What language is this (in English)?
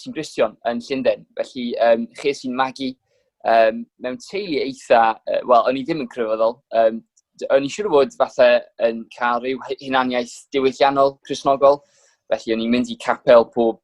Welsh